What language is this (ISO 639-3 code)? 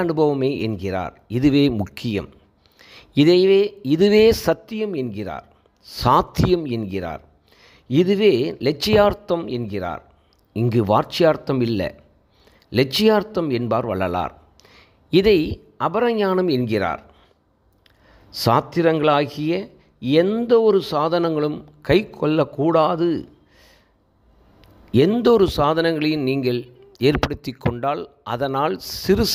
tam